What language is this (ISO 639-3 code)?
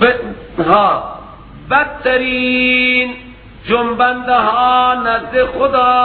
fas